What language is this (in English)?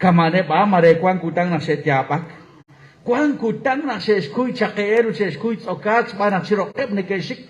Kekchí